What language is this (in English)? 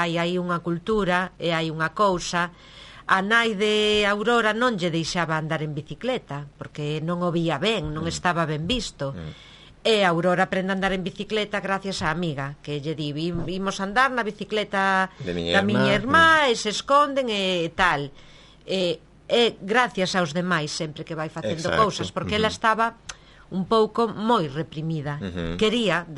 Galician